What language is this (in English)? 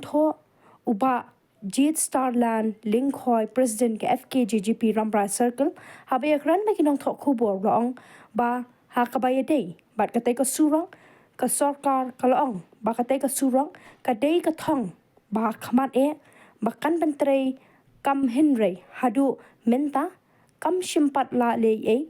Khasi